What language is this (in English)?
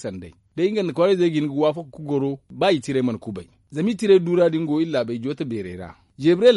Zarma